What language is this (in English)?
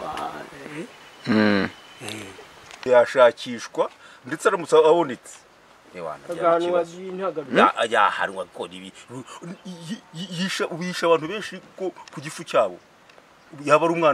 Kinyarwanda